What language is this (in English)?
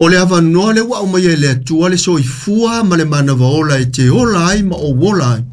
Samoan